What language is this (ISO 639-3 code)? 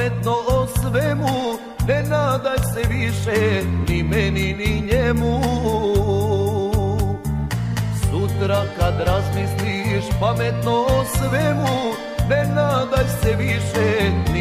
srp